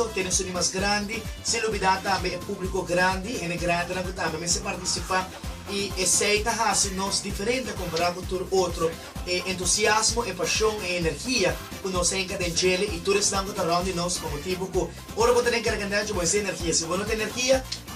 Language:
Papiamento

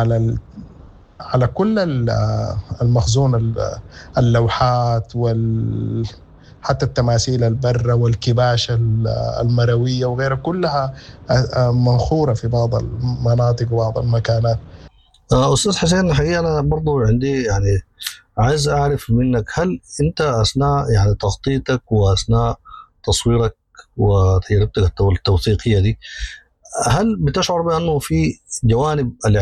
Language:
Sudanese Arabic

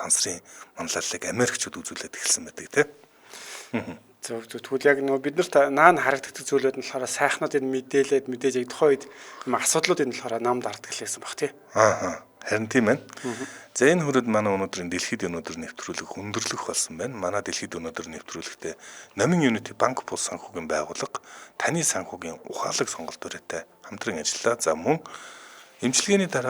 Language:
Mongolian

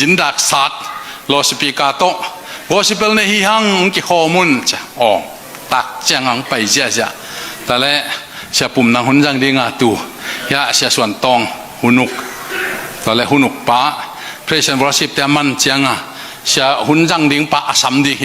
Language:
Tedim Chin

